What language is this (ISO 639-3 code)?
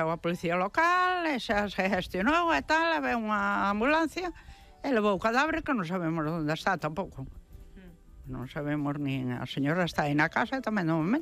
glg